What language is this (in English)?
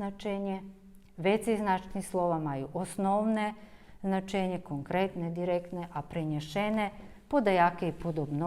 Rusyn